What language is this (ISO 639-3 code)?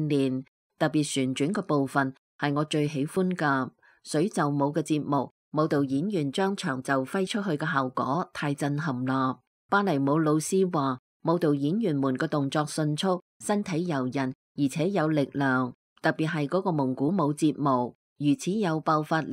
yue